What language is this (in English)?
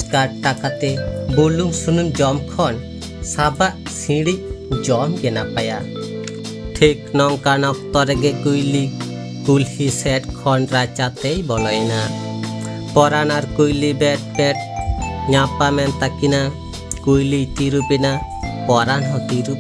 Santali